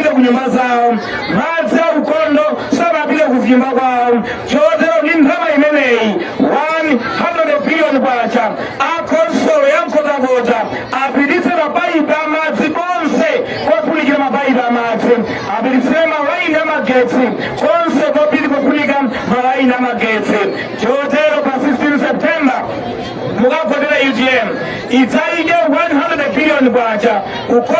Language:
Nyanja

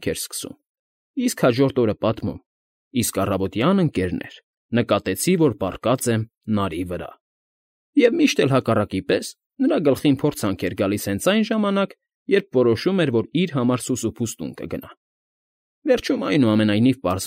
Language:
Armenian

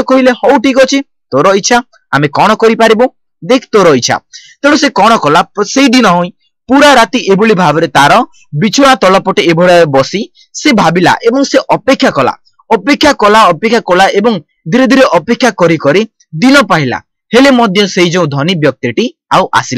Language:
Odia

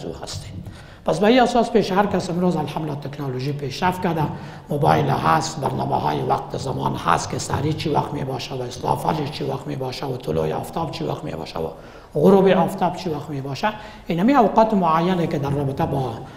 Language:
Persian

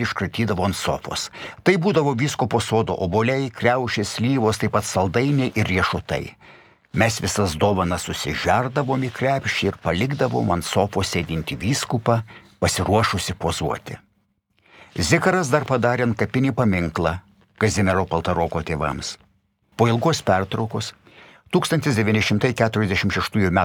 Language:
Lithuanian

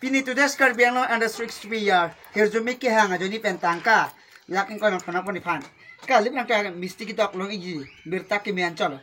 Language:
Karbi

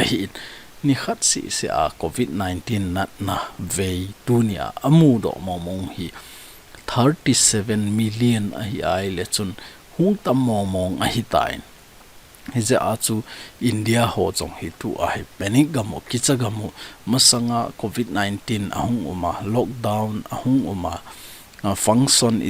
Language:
Thado Chin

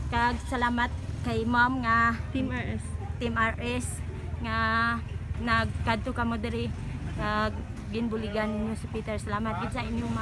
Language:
Hiligaynon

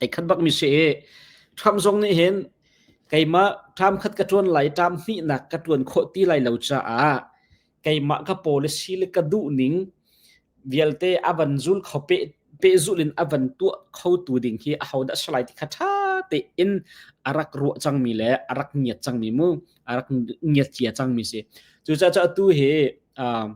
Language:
Hakha Chin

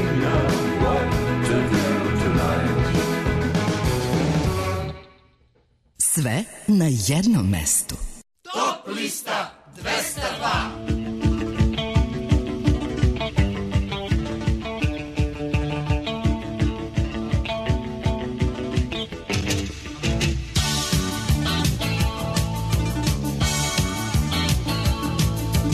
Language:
Serbian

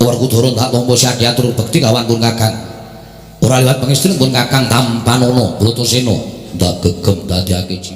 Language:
Javanese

